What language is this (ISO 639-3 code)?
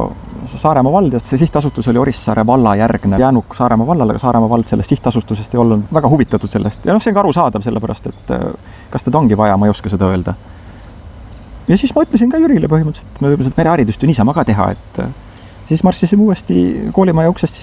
est